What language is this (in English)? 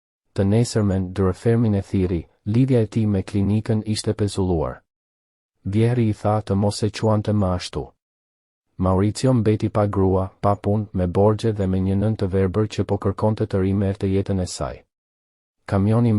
Albanian